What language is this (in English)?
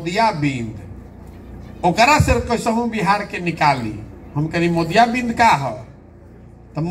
Bhojpuri